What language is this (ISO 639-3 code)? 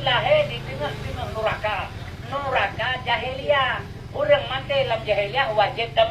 ace